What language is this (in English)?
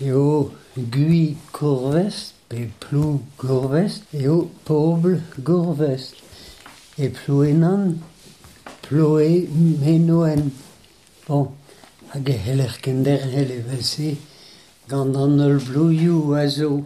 Breton